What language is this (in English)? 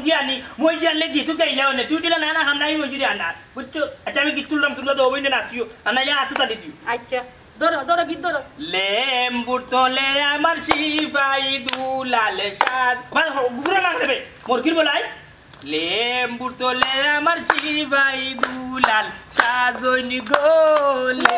Sylheti